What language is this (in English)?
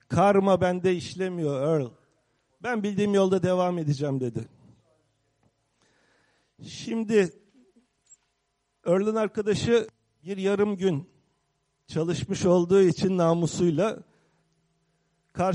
Turkish